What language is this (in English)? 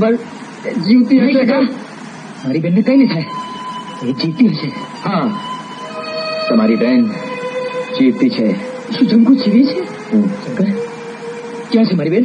Gujarati